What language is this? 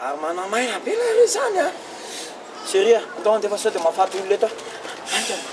Malagasy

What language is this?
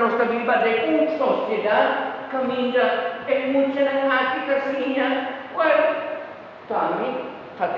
Papiamento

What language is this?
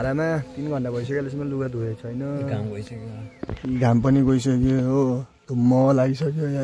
Nepali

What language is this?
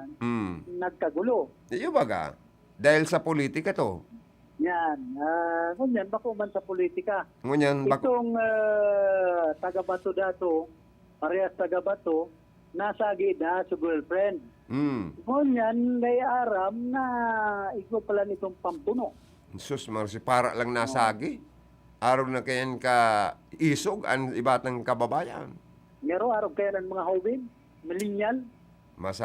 Bikol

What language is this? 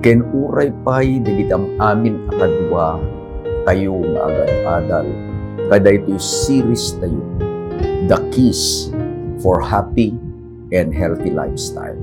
Iloko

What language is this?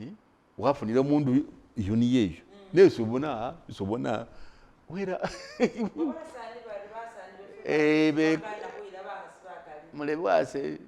Masaaba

